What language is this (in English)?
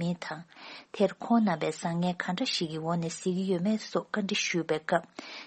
Tibetan